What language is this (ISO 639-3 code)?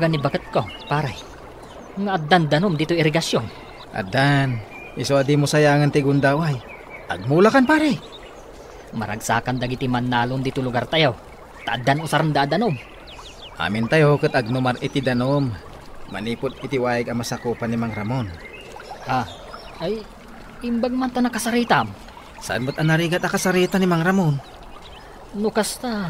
ilo